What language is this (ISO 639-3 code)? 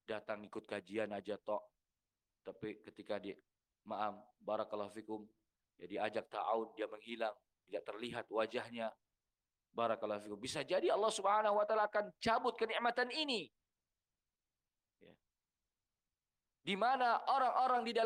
ind